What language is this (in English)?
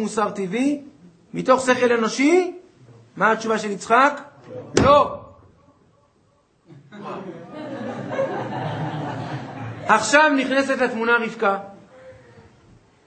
Hebrew